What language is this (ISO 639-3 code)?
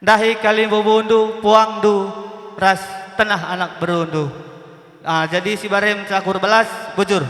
btx